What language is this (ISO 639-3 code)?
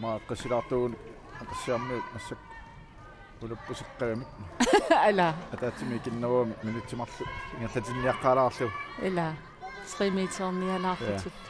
kal